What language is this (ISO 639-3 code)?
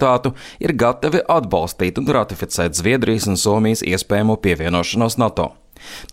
lav